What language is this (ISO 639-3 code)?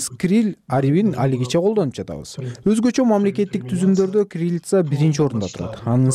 kir